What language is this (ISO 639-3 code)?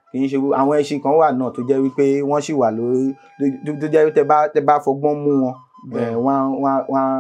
yor